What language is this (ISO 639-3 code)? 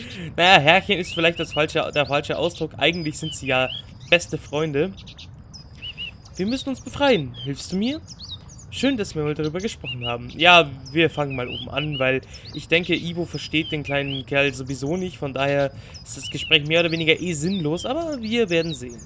deu